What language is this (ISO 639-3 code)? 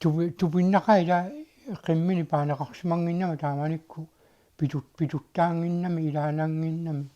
kal